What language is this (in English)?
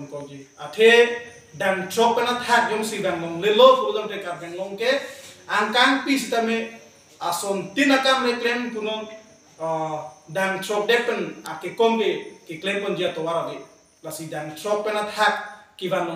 Karbi